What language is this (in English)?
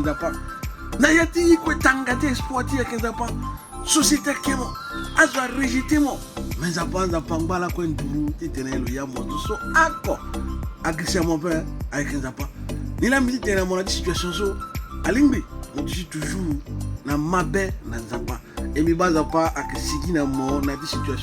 Sango